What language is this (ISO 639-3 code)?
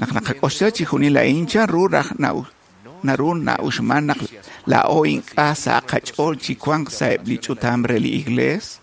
kek